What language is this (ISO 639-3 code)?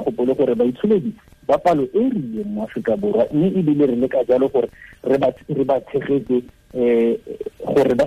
tsn